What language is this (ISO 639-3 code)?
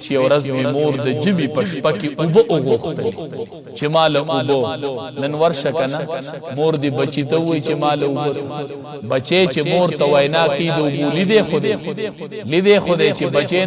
pus